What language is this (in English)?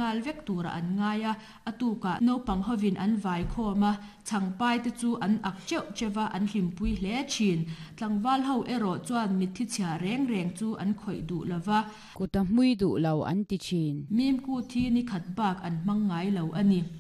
Mizo